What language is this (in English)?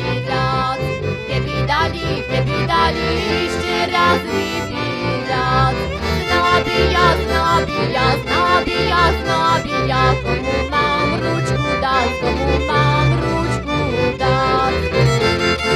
Slovak